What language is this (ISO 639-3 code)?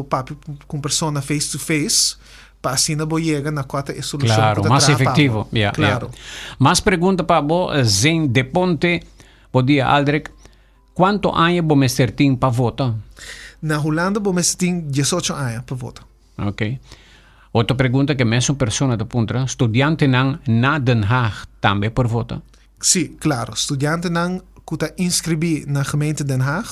pap